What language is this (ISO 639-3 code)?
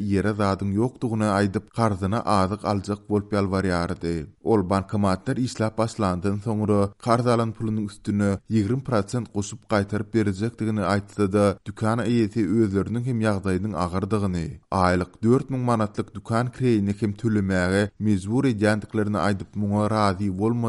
tuk